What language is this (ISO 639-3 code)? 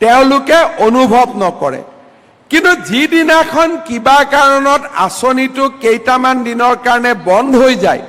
asm